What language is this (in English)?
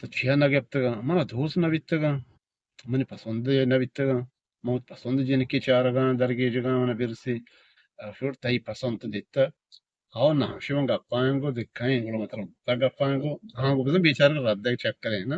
Eastern Balochi